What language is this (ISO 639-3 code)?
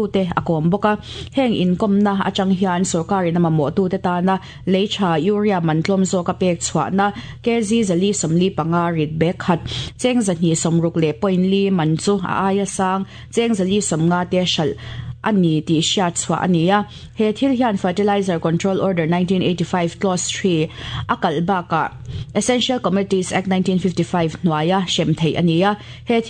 lus